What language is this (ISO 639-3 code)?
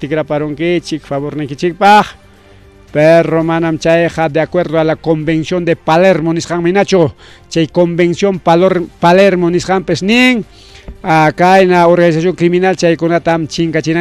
quy